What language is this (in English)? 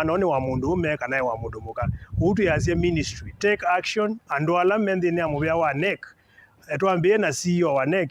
Kamba